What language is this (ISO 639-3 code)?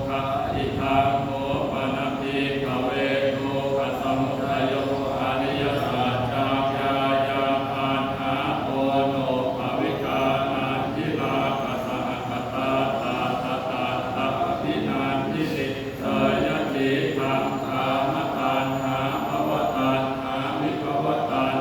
pli